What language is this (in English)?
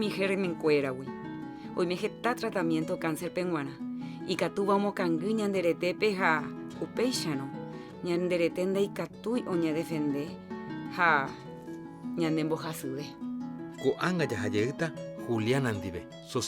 Guarani